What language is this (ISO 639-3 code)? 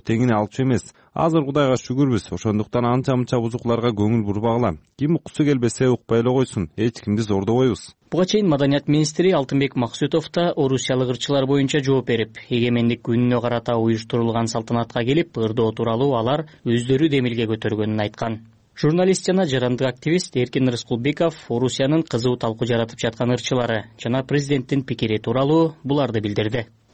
kir